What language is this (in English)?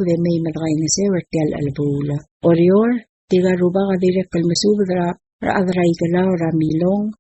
Palauan